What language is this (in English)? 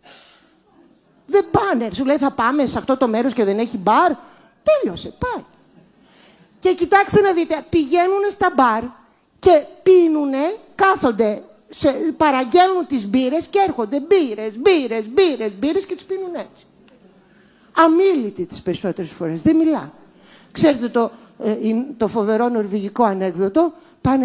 Greek